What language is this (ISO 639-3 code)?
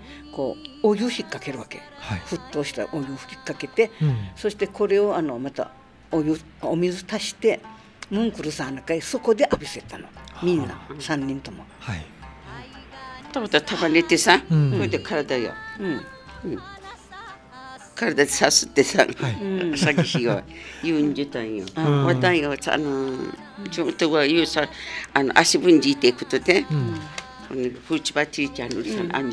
jpn